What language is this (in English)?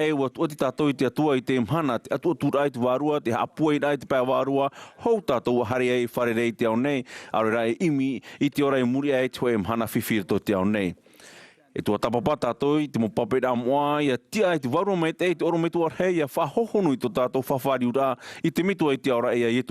Tahitian